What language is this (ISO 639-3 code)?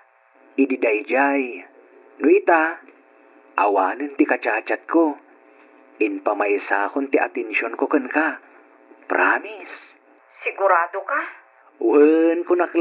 ilo